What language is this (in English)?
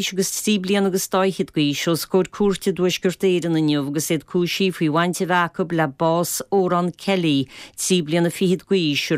Irish